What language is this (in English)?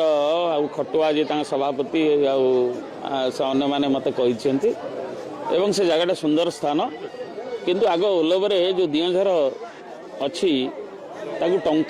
Odia